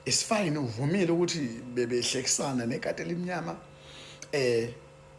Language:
Zulu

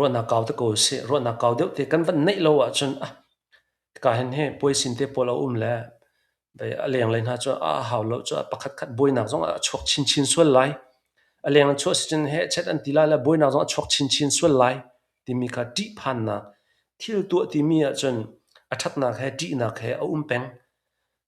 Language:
Hakha Chin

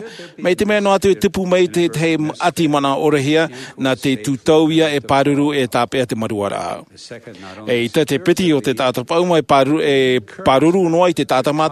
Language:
Tahitian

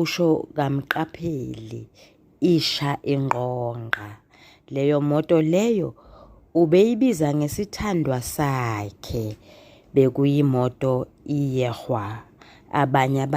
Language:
Zulu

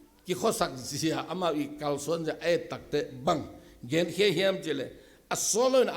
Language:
Tedim Chin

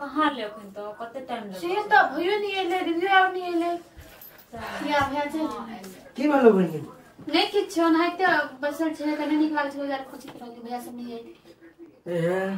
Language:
Maithili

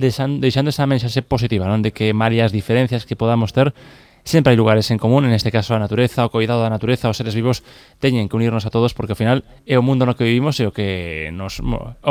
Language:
Galician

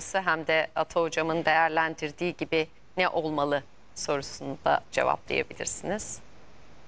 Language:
Turkish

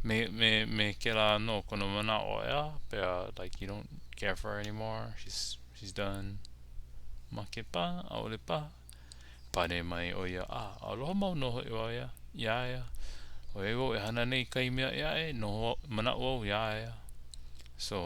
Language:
Hawaiian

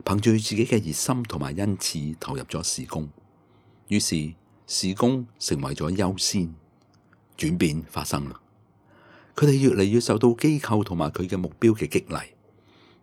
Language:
Cantonese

